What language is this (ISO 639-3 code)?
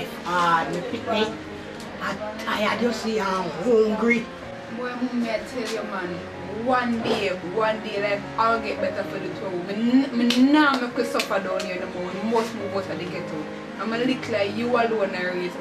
jam